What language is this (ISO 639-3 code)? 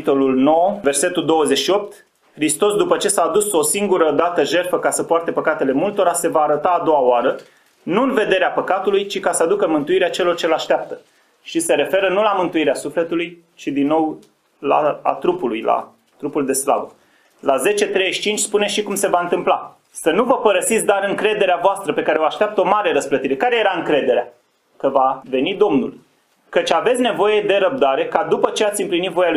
ron